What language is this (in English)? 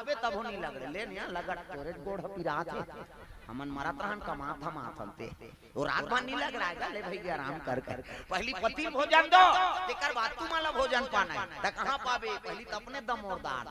Chhattisgarhi